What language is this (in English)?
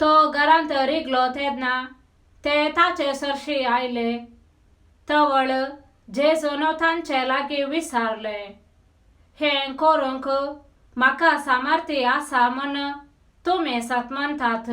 Konkani